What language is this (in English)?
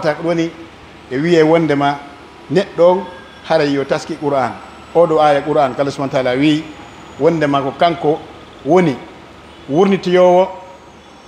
Pular